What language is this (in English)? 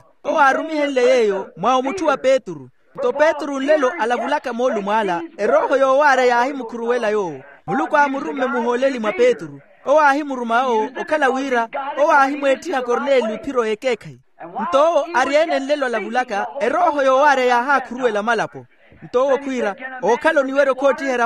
Makhuwa